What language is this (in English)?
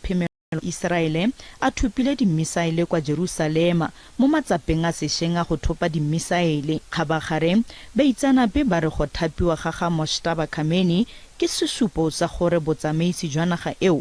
Tswana